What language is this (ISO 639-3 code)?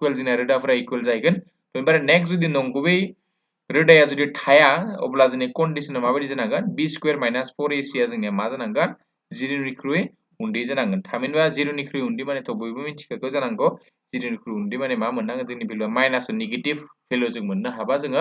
brx